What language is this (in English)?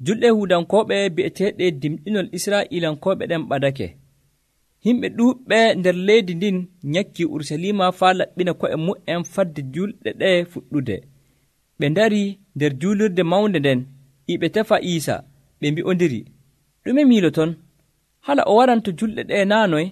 Nigerian Fulfulde